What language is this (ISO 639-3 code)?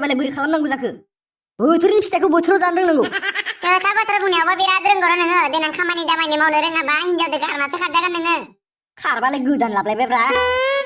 brx